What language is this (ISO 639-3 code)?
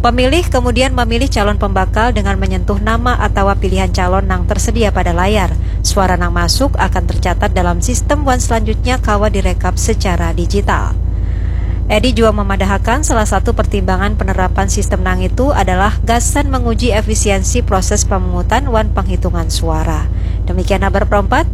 bjn